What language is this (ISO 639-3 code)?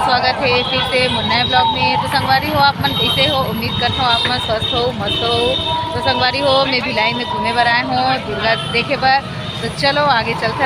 hne